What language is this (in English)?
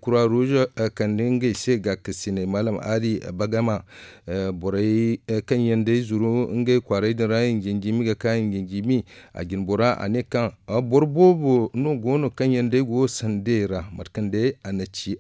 Zarma